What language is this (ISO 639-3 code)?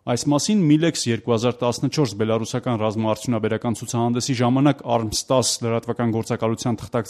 hye